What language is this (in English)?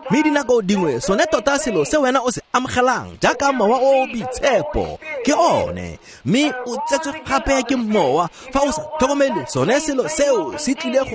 Tswana